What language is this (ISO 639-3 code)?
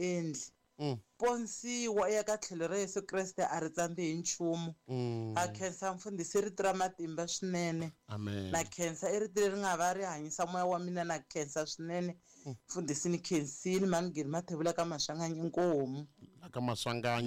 tso